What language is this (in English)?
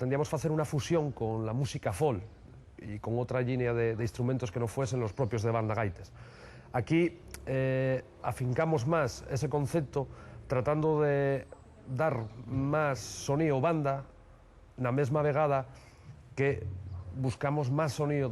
Asturian